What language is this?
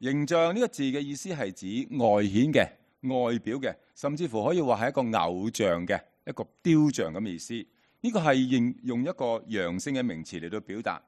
Cantonese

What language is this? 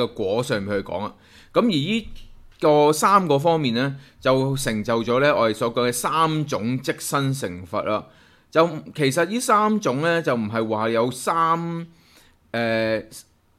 Cantonese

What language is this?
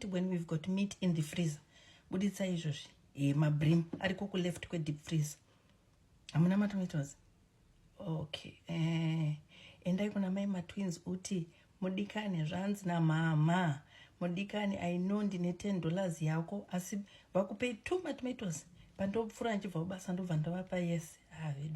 Shona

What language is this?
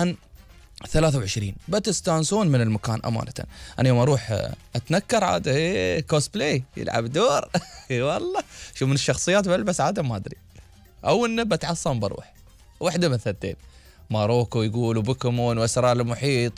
Gulf Arabic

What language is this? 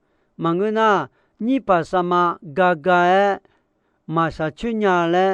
Akha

